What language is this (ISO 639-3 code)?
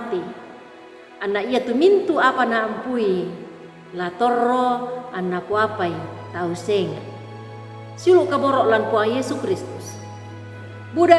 sda